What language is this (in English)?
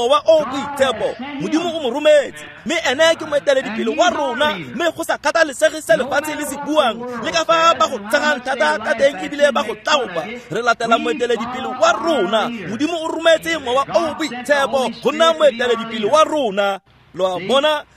Tswana